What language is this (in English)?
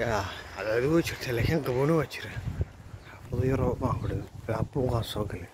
Somali